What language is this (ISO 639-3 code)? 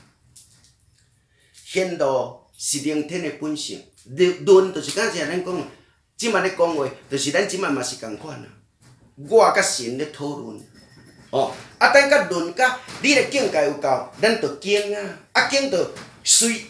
nan